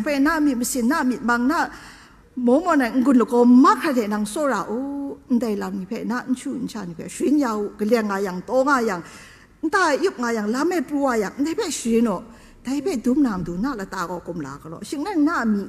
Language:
Kachin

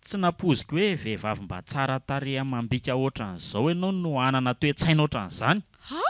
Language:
Malagasy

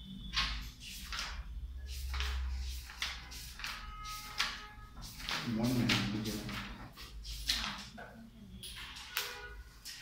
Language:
Bangla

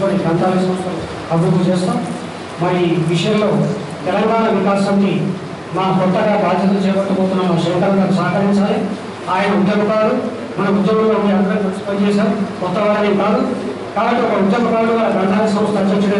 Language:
Telugu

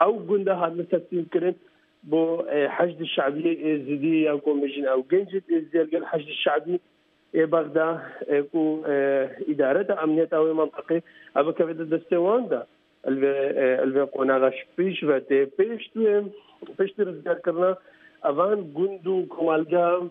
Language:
Kurdish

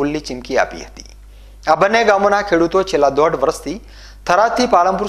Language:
Gujarati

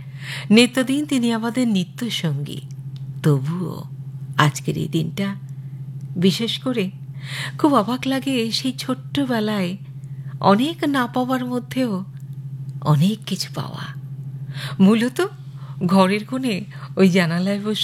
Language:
Bangla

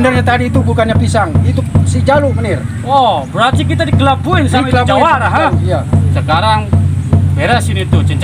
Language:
Betawi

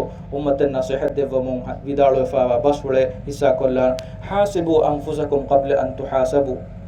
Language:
Divehi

